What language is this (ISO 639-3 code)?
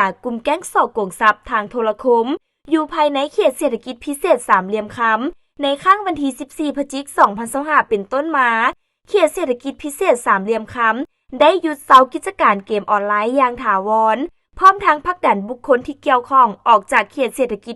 lao